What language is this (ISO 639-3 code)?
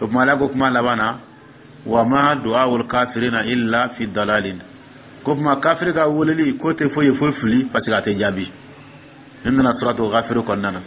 dyu